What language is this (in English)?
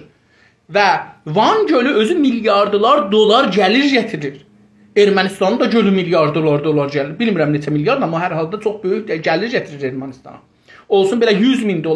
South Azerbaijani